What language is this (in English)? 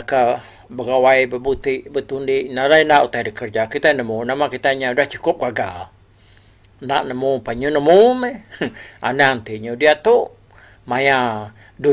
Iban